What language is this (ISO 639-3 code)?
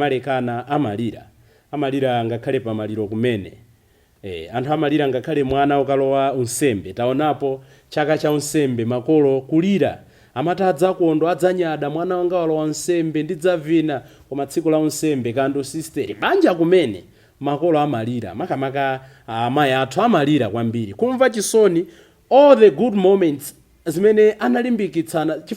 nya